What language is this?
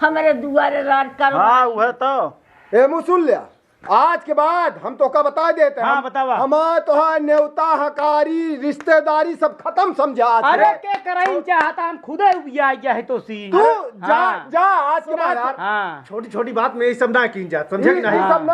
Awadhi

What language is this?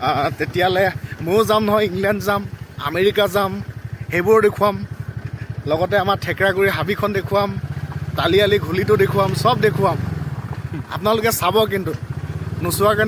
Assamese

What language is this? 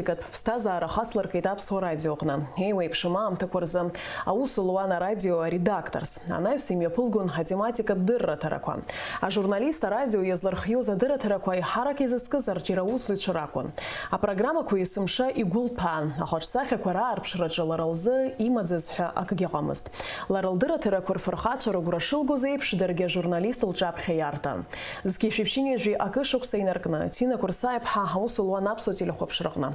Abkhazian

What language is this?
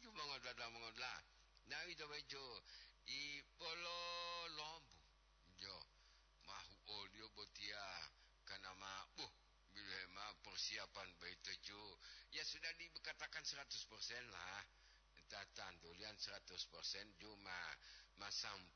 Gorontalo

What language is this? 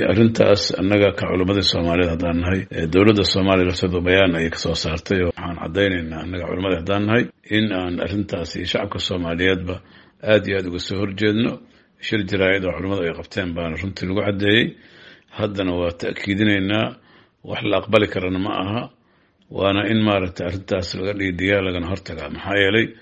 Somali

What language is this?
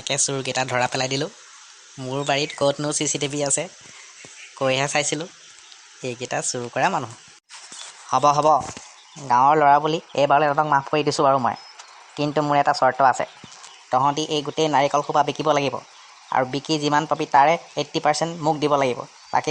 Assamese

